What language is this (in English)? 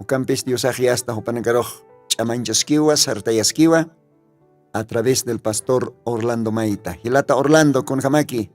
Aymara